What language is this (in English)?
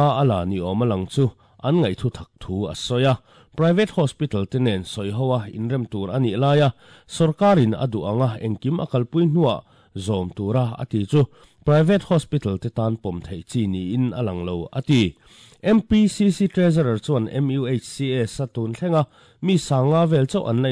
Mizo